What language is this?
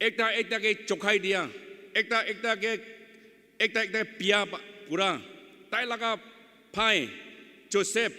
Naga Pidgin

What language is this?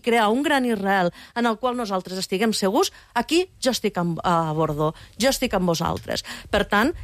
Catalan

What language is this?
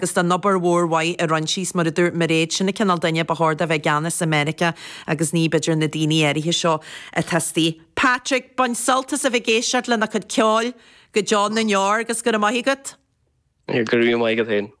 Irish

